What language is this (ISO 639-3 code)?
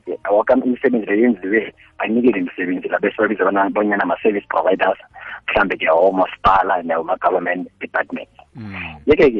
nbl